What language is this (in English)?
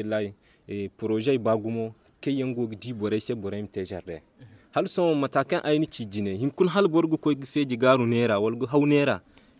Zarma